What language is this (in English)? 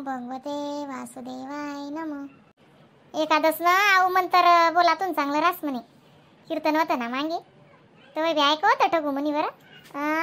Khandesi